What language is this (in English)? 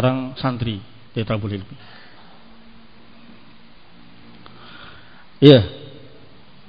Indonesian